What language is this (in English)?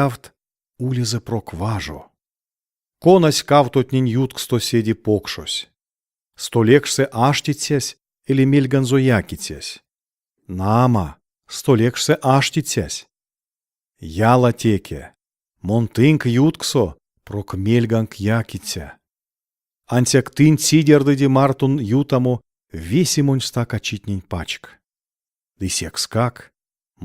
Erzya